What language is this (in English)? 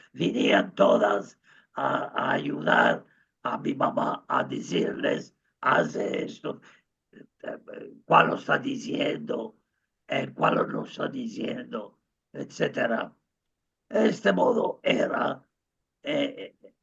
Ladino